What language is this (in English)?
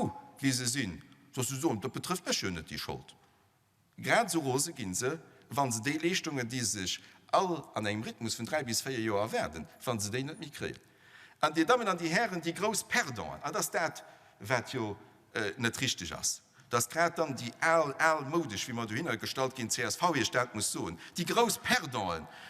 Luxembourgish